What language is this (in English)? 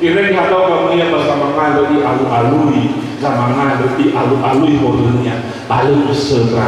Nias